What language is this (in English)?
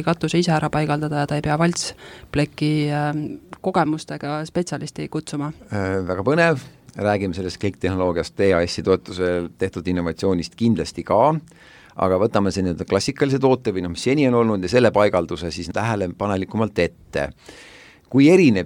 Estonian